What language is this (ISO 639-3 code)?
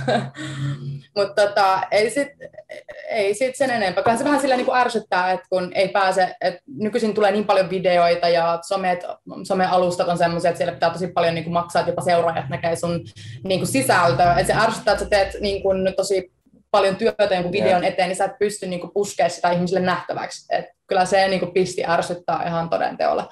fin